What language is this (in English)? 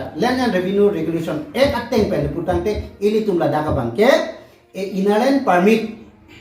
Karbi